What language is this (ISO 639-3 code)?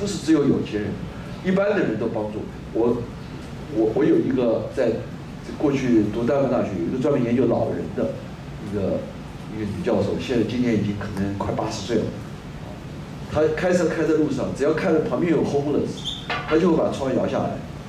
zho